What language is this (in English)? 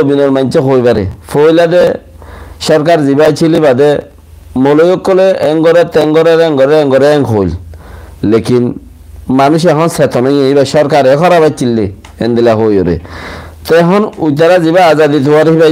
Rohingya